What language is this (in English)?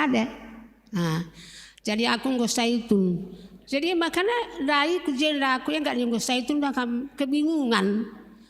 Batak Karo